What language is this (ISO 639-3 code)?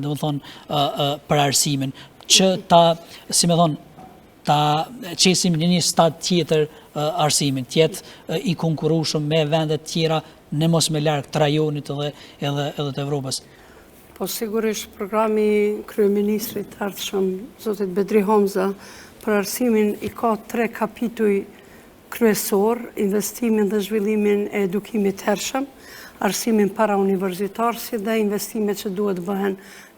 sqi